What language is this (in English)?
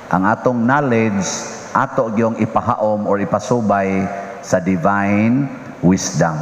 Cebuano